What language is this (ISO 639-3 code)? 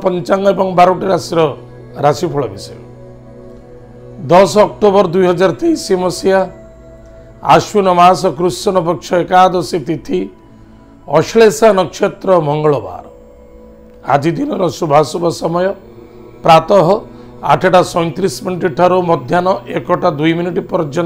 ori